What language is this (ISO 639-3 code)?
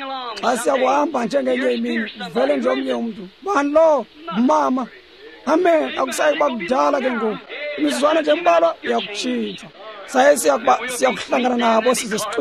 xho